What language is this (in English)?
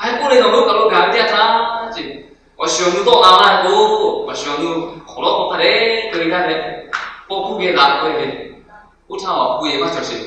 Lahu